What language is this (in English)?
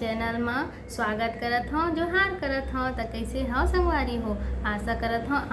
Chhattisgarhi